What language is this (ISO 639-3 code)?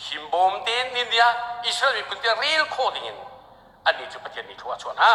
cnh